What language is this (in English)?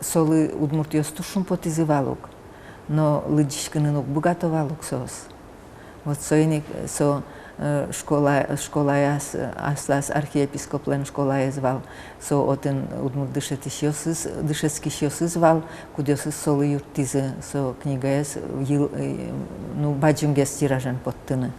Udmurt